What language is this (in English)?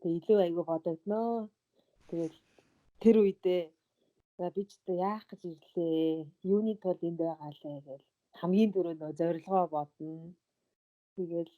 Mongolian